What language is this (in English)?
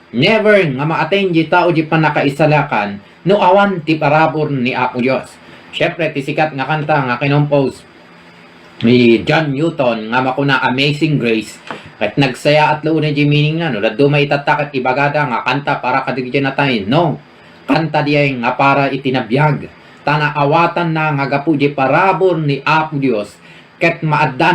Iloko